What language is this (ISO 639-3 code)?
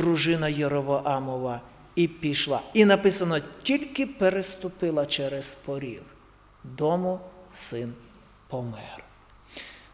ukr